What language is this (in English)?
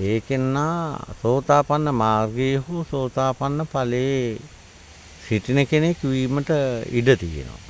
Sinhala